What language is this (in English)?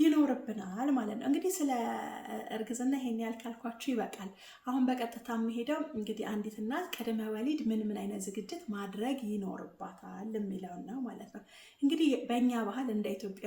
Amharic